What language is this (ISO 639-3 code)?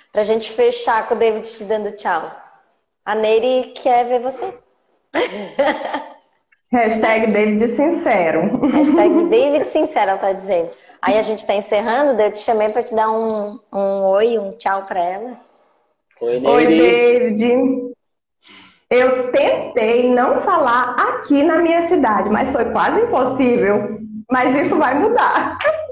por